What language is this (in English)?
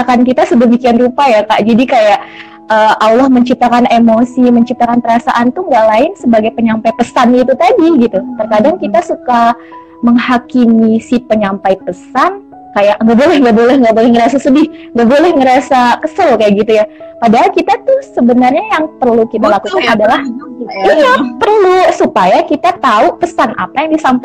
Indonesian